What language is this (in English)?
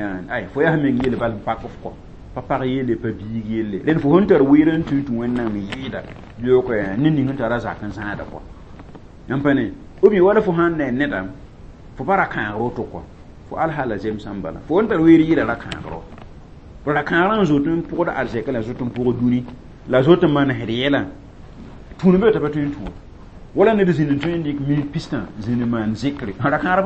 Mossi